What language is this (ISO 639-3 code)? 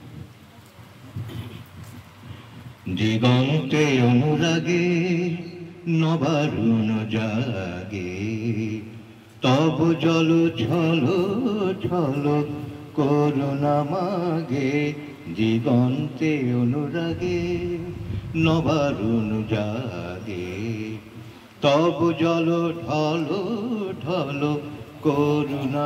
ben